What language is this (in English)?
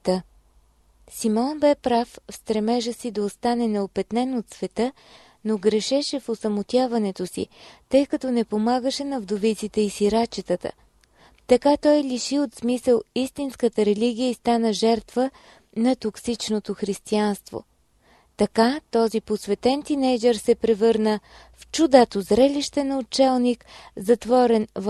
Bulgarian